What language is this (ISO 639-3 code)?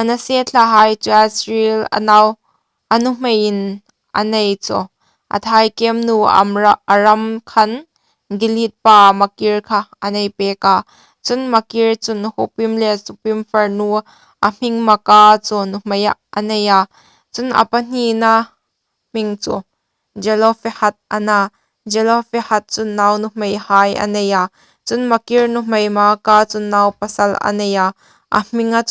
hmr